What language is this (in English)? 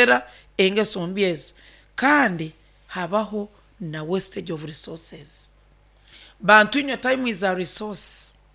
Nyoro